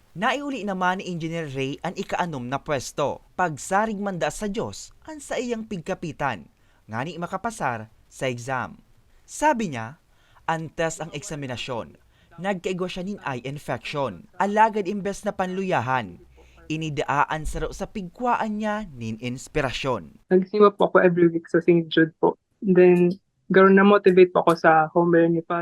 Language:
Bikol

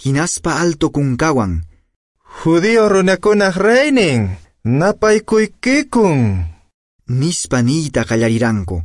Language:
Quechua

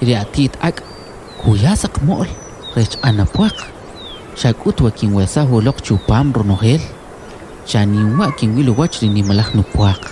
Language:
Kʼicheʼ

